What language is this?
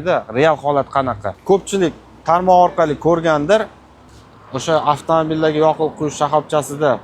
Uzbek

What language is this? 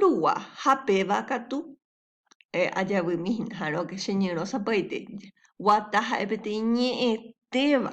Guarani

